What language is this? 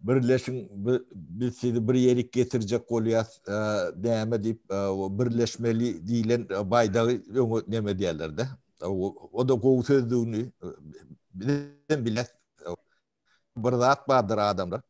Turkmen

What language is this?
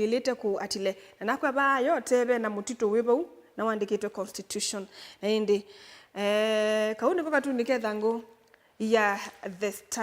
Kamba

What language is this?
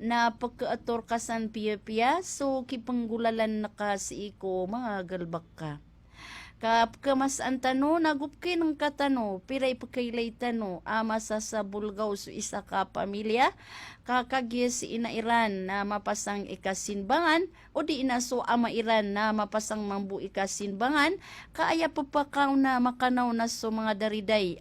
Maranao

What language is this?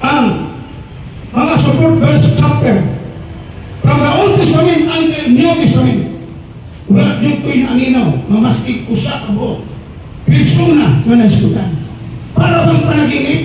Cebuano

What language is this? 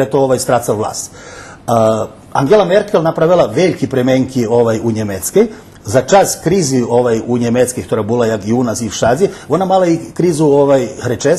Rusyn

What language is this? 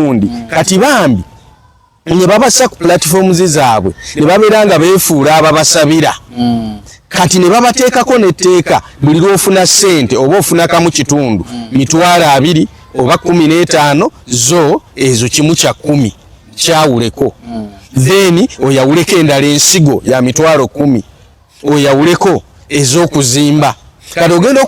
Ganda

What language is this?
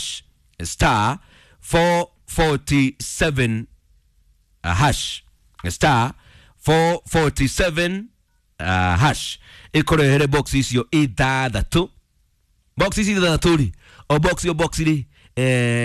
Kikuyu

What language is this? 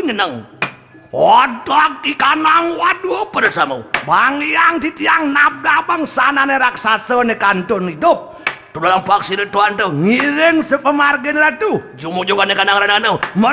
Balinese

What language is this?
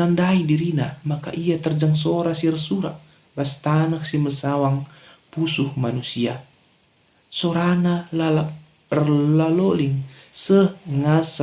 Batak Karo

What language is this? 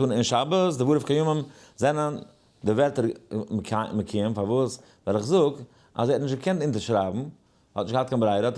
Yiddish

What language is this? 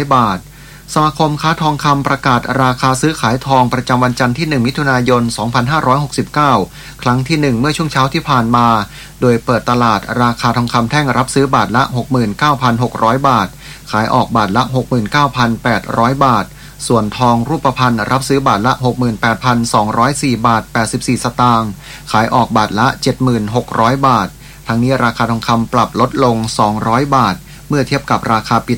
Thai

